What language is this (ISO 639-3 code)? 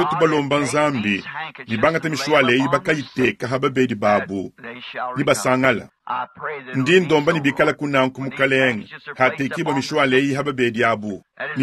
lua